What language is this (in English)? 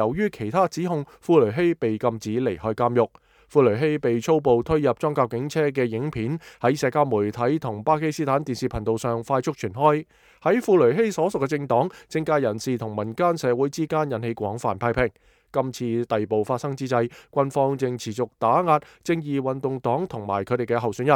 Cantonese